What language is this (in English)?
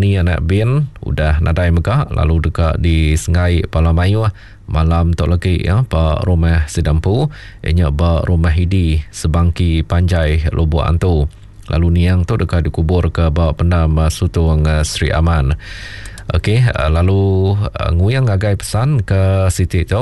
Iban